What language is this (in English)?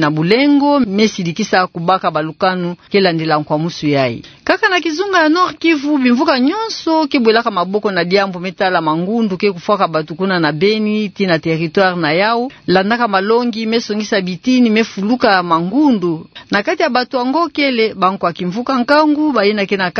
Kituba (Democratic Republic of Congo)